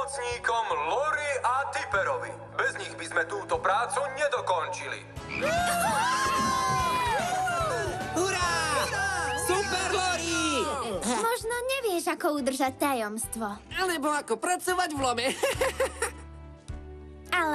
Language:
Slovak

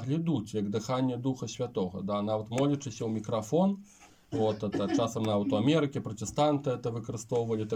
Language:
Belarusian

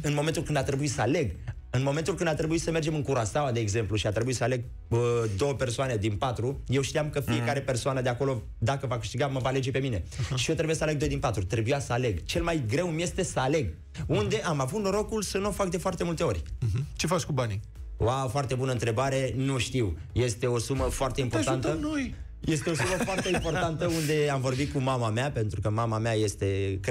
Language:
Romanian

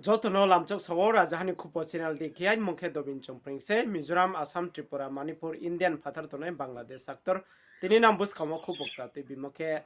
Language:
Riang (India)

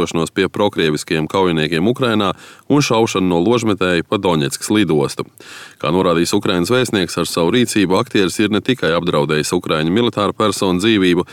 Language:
Latvian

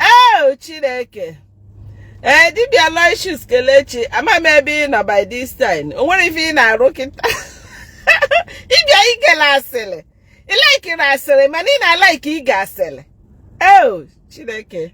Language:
Igbo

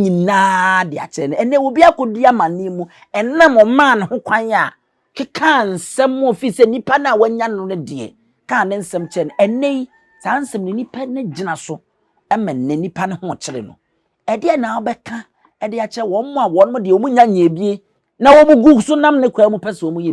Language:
Akan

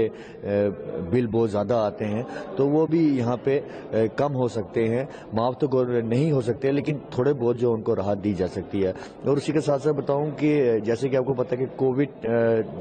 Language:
Urdu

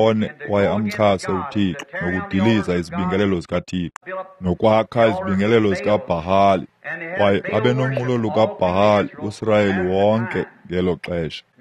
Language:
Xhosa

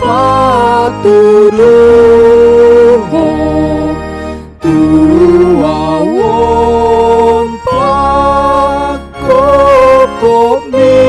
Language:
Batak Toba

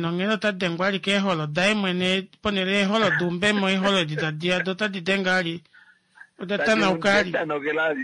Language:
Kuanyama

